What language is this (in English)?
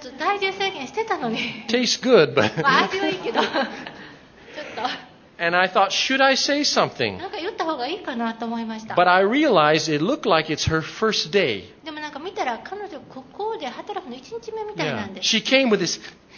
Japanese